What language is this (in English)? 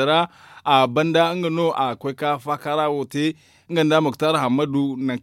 Zarma